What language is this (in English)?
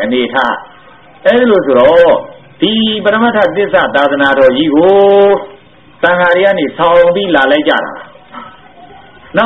Burmese